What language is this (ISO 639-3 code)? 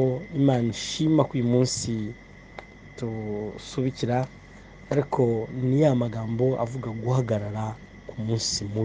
kin